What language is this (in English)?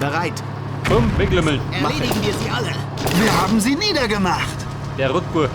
Bavarian